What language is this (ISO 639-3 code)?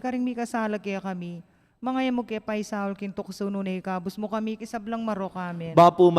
pam